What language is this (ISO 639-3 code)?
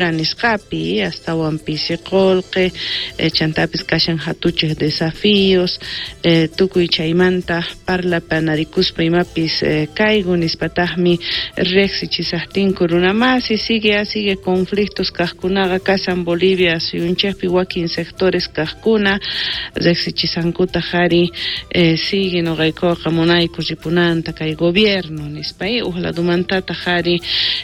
quh